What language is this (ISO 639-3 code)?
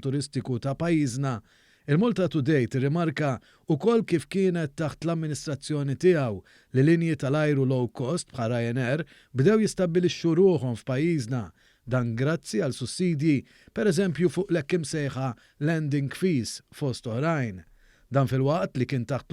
mlt